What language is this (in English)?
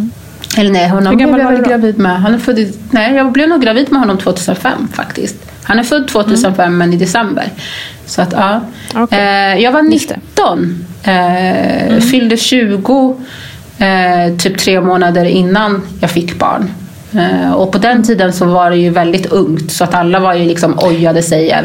Swedish